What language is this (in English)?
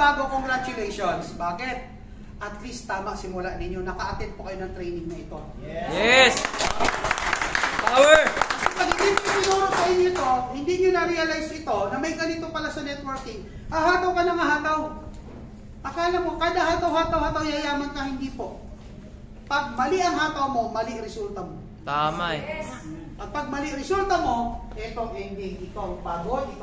Filipino